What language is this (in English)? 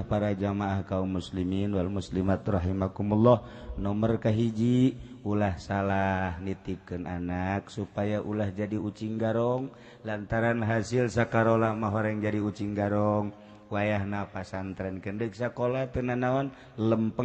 Sundanese